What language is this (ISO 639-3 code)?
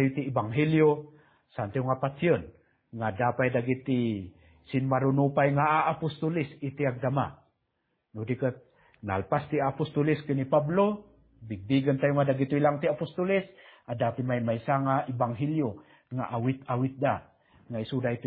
ilo